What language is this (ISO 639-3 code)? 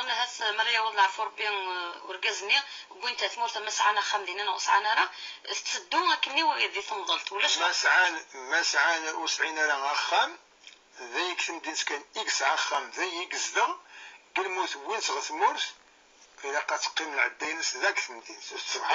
kab